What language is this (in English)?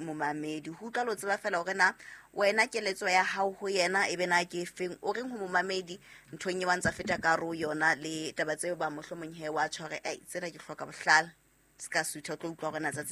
Southern Sotho